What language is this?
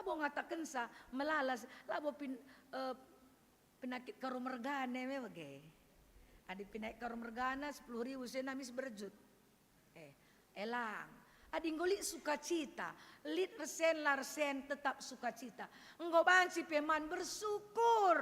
Batak Karo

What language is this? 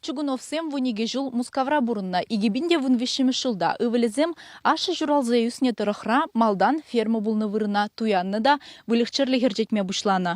Chuvash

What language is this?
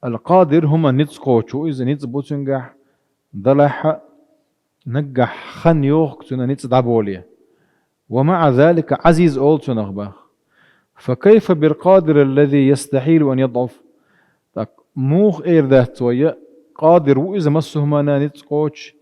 Chechen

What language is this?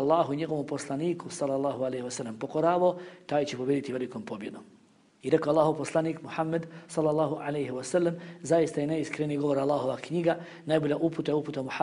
Bosnian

